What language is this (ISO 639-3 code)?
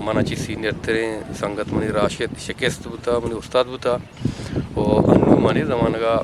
bgp